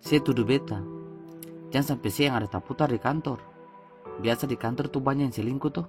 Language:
Ambonese Malay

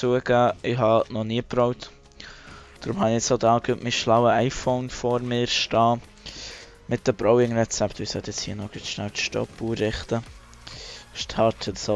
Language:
Swiss German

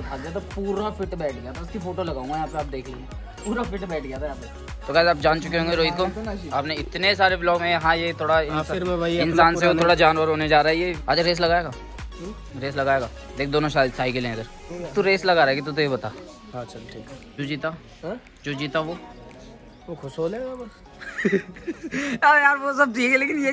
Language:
Hindi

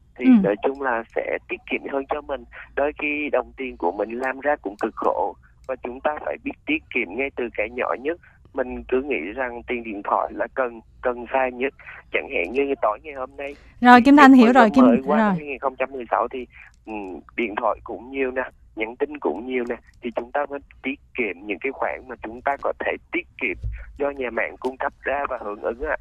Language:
Vietnamese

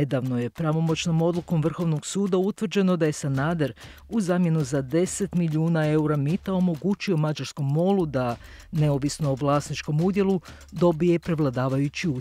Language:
Croatian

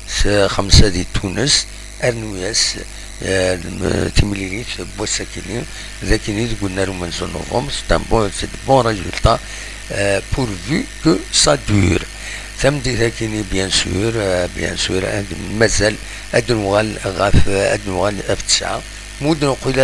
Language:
Kabyle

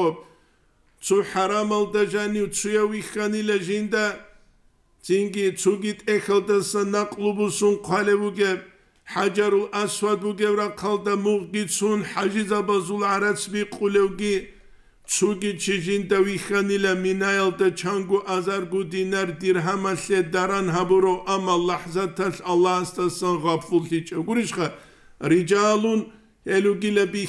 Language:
Avaric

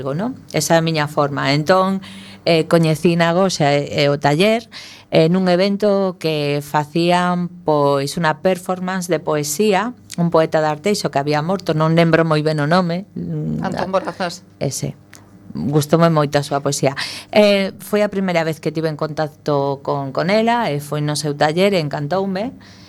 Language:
Galician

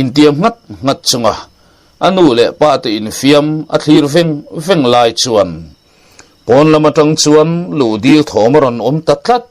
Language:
Mizo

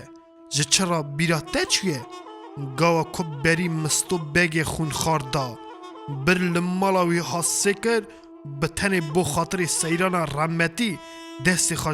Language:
Kurdish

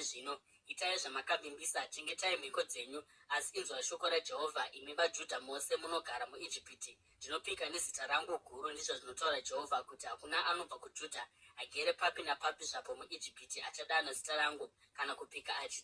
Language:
Shona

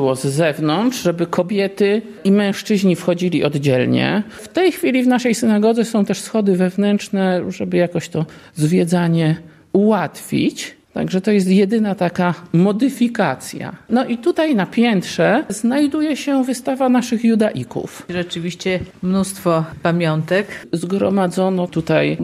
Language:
Polish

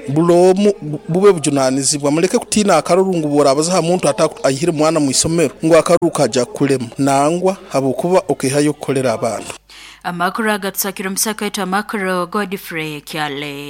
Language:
Nyoro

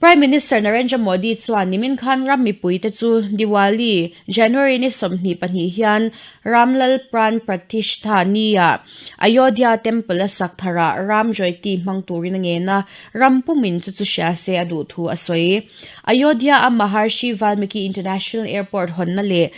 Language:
Mizo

